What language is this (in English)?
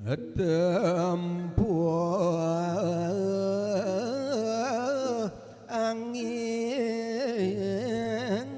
Balinese